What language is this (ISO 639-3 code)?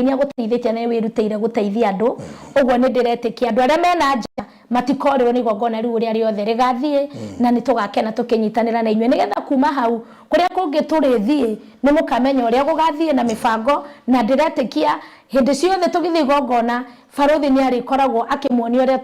kik